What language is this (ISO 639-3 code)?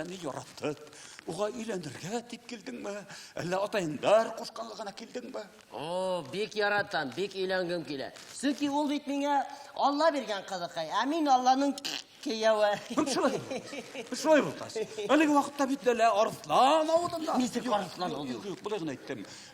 bak